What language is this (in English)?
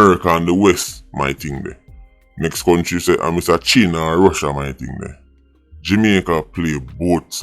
Jamaican Creole English